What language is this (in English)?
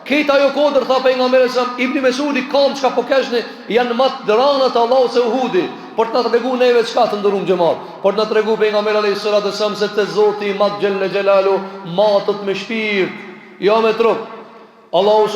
Albanian